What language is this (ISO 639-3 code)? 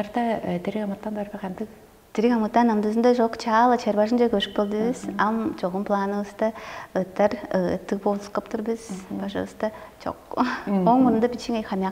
tyv